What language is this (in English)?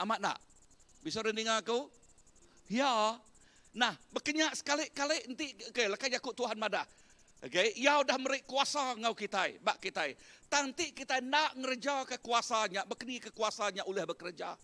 Iban